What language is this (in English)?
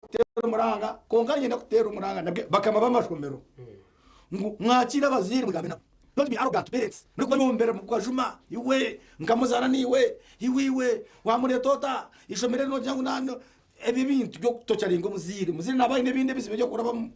Nyankole